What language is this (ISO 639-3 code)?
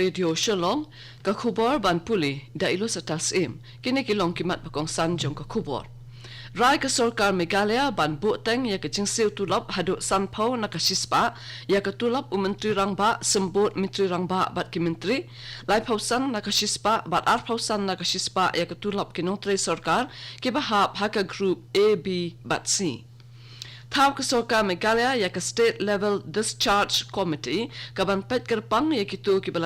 kha